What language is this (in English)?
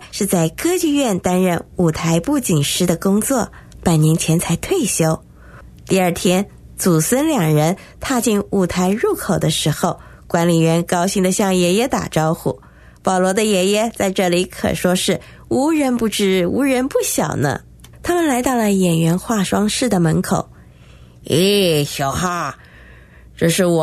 Chinese